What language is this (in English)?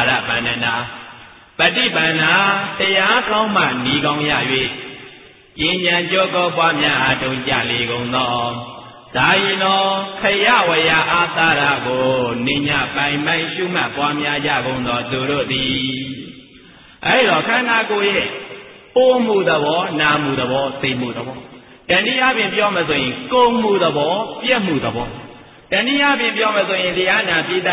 Burmese